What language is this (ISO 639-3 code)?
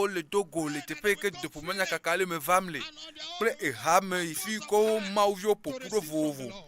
ewe